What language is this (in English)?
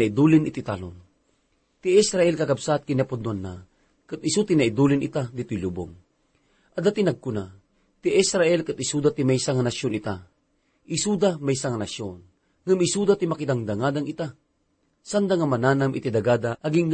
Iloko